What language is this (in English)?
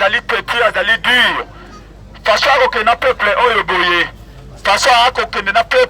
Lingala